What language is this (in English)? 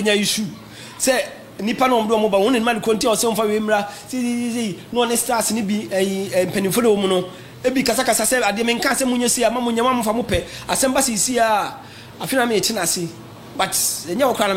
Akan